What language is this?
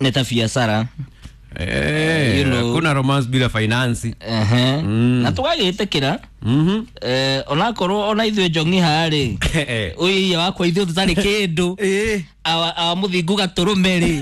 Kikuyu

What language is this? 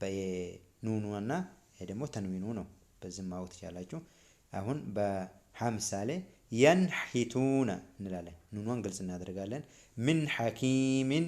Amharic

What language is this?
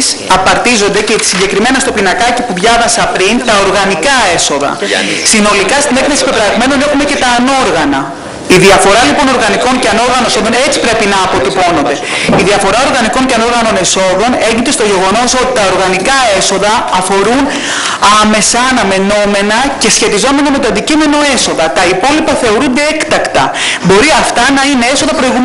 Greek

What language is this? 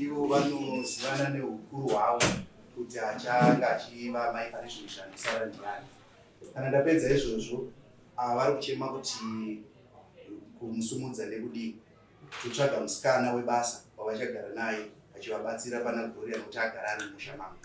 Shona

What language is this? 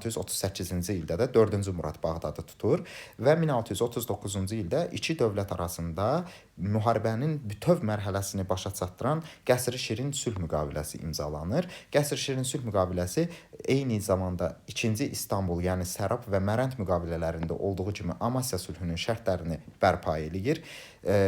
Azerbaijani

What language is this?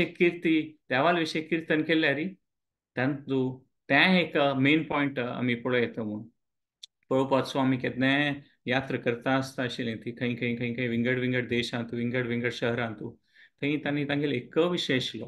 Konkani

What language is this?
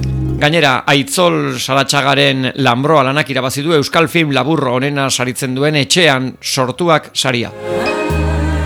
Basque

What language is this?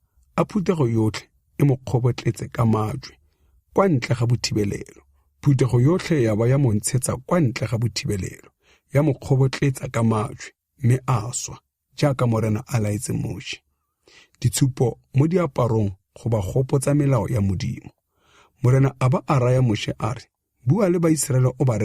Tswana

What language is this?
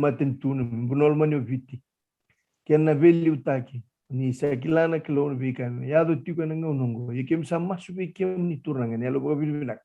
Fijian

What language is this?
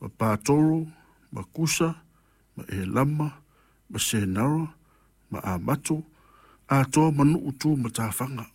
Samoan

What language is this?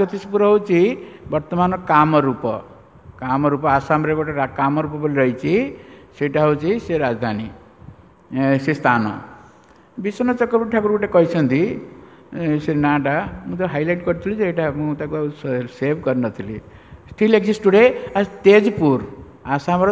Odia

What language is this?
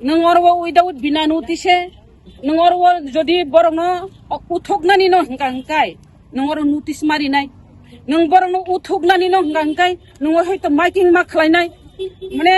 Kok Borok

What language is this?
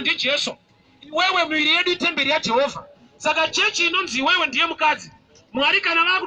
Shona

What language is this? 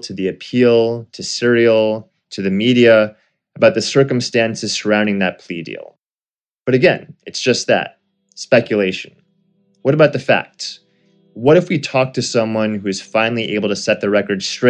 English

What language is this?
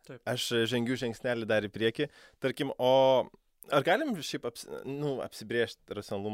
Lithuanian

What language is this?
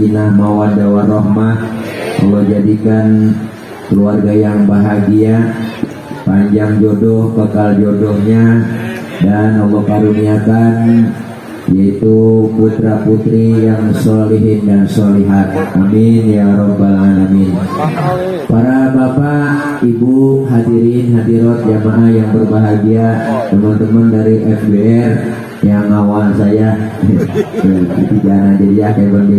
Betawi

